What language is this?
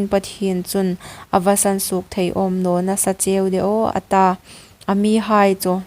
Hmar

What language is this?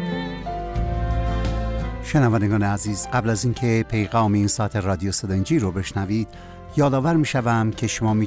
Persian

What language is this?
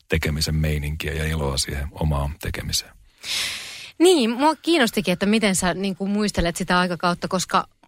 Finnish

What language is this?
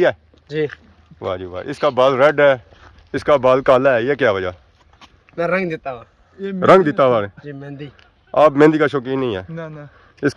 Pahari-Potwari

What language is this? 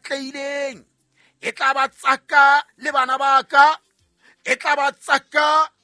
Southern Sotho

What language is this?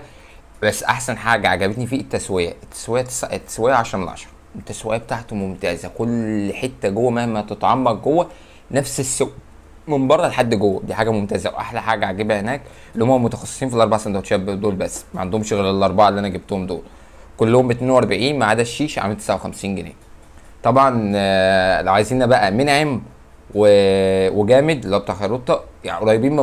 Egyptian Arabic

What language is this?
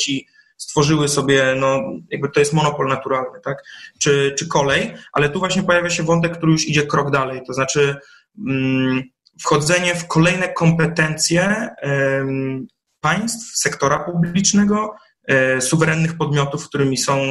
Polish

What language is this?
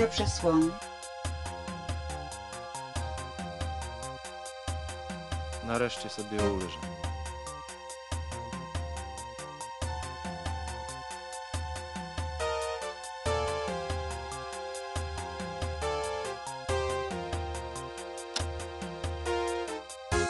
Polish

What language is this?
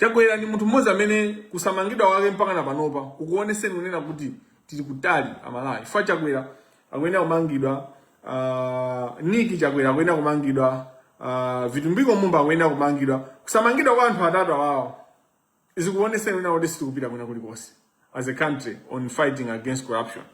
Nyanja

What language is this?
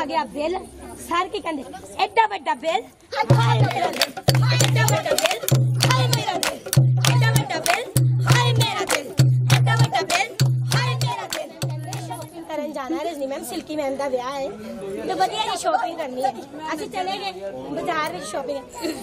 Punjabi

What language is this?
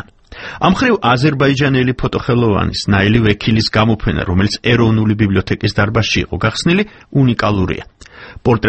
Georgian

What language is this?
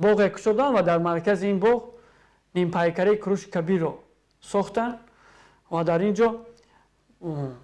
Tajik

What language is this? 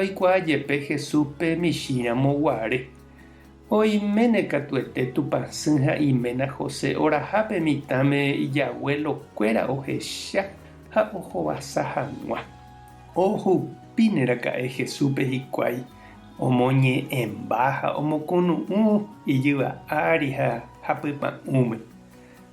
Guarani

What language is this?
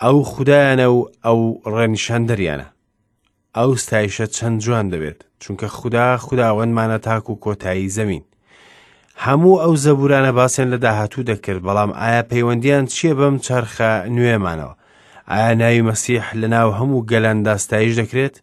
Central Kurdish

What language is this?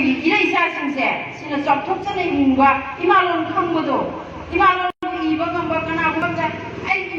Manipuri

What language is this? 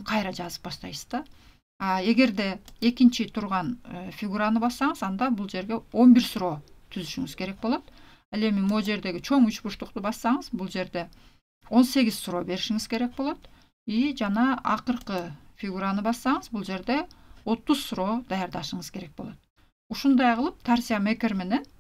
Kyrgyz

